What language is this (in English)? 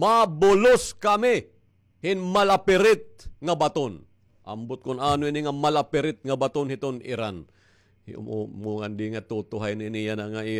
Waray